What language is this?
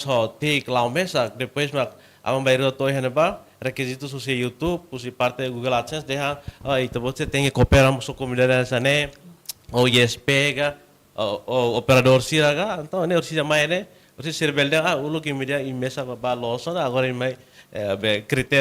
Tetum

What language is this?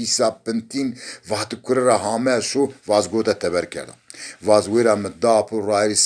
Zaza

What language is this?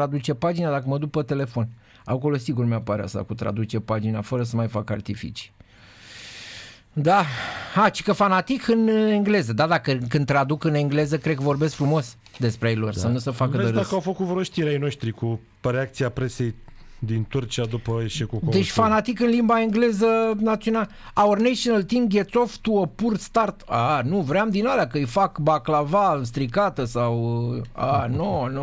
Romanian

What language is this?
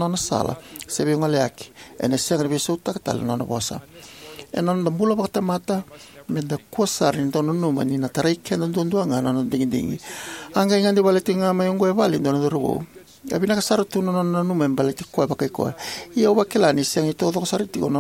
Fijian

